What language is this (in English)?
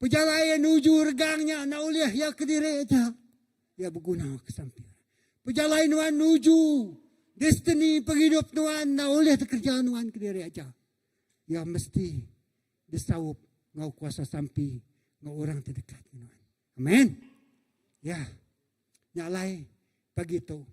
Iban